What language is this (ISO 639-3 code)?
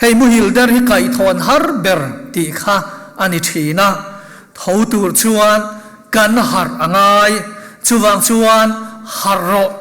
lus